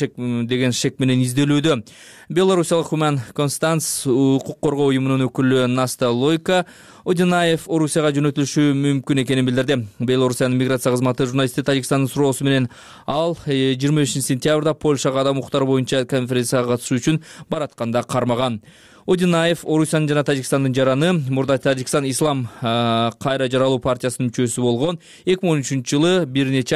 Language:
Kyrgyz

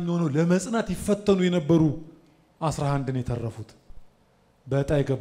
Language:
Amharic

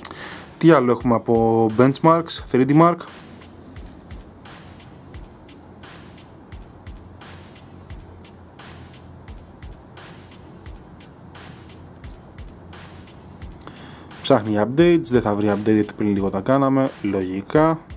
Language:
Greek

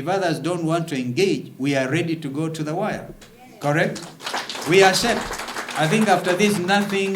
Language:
Kamba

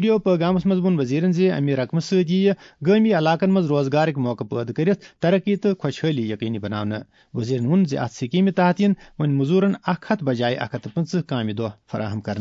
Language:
Kashmiri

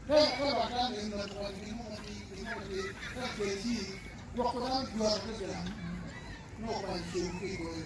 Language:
Acoli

